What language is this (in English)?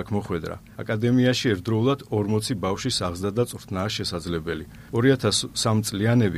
Georgian